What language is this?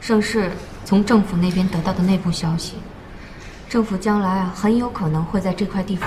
Chinese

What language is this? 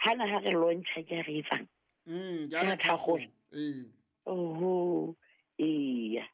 Southern Sotho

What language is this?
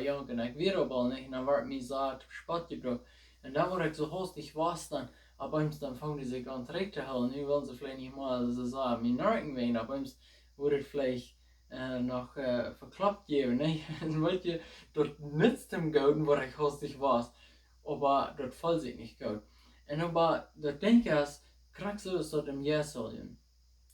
Plautdietsch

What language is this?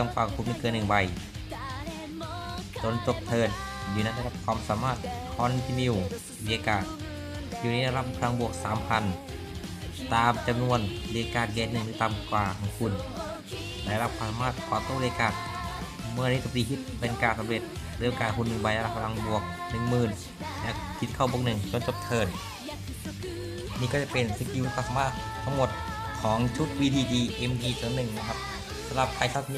Thai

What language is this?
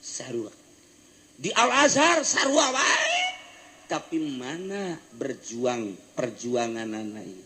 Sundanese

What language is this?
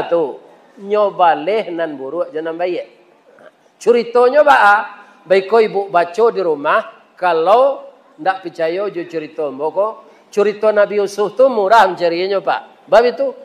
Minangkabau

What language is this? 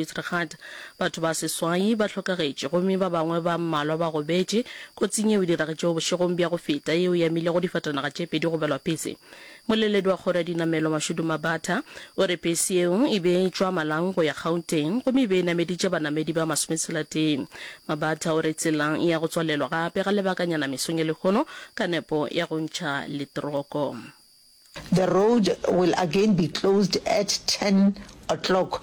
Northern Sotho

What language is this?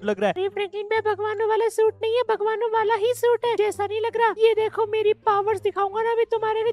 Hindi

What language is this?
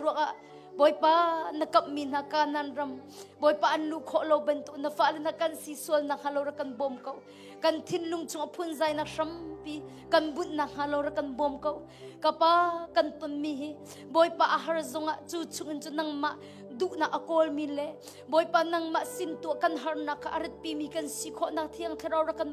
Hakha Chin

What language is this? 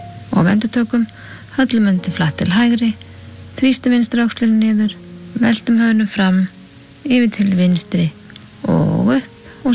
Icelandic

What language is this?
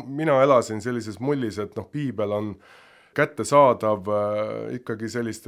Estonian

